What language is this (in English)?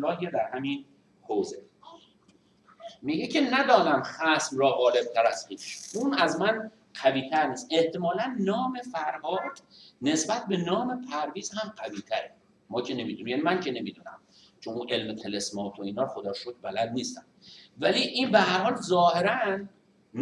Persian